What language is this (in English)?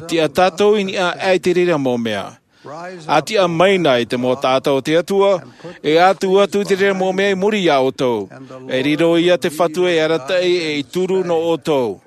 Tahitian